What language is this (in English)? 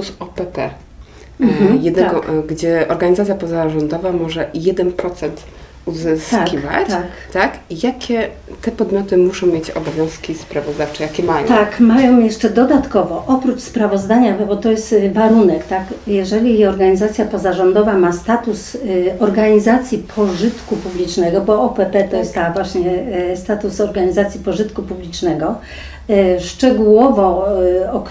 Polish